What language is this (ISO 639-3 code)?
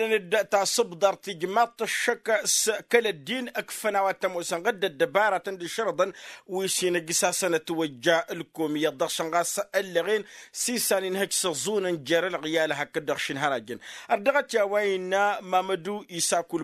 taq